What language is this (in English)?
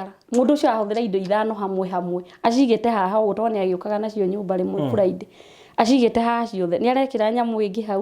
Kikuyu